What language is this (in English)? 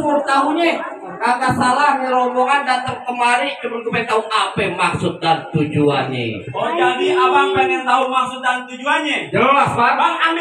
Betawi